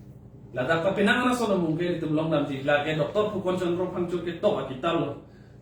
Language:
Karbi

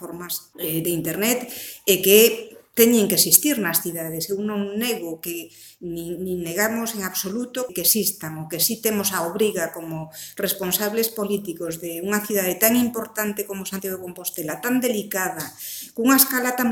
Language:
Galician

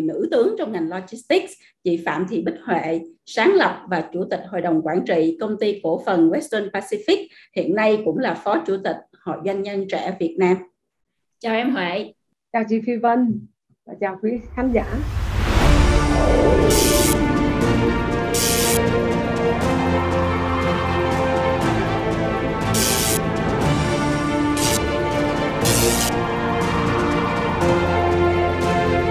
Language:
Vietnamese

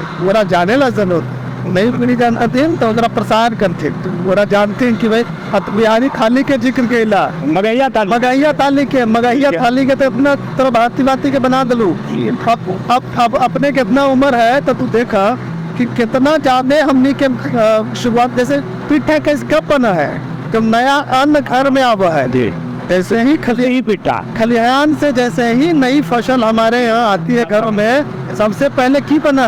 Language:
Magahi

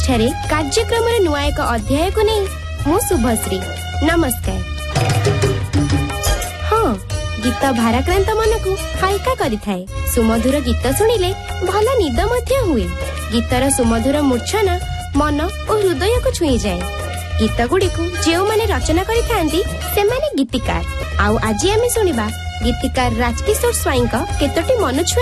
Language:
Odia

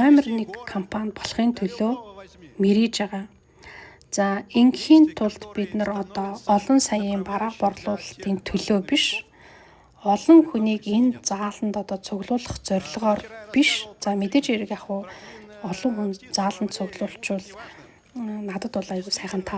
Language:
Mongolian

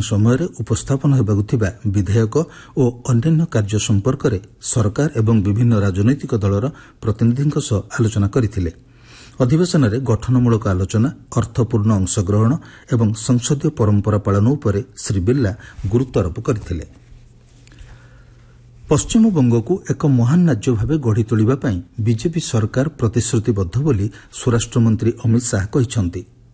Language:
Odia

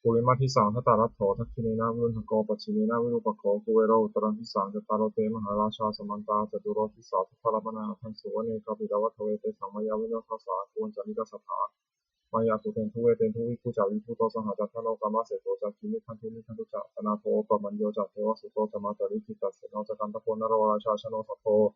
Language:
Pali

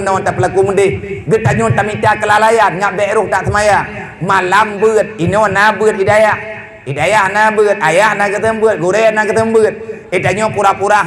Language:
Achinese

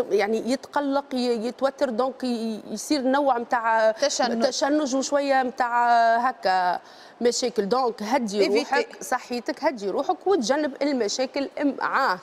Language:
Tunisian Arabic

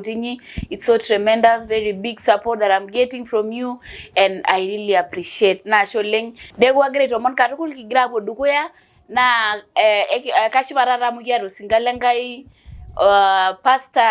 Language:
Masai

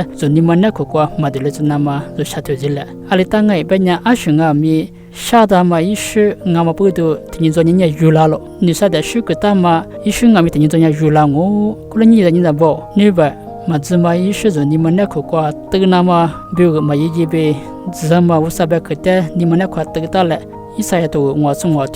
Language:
Lisu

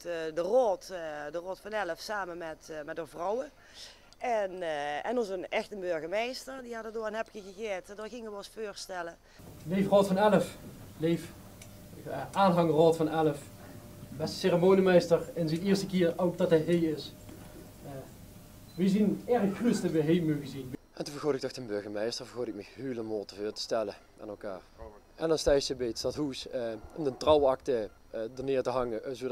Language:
Limburgish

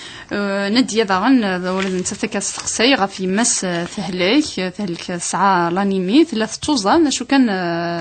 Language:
Kabyle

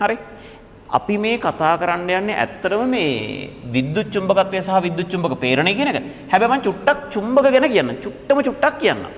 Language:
Sinhala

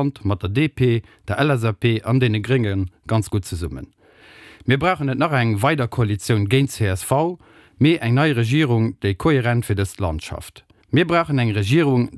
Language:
Luxembourgish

